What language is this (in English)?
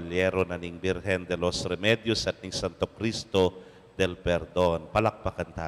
Pampanga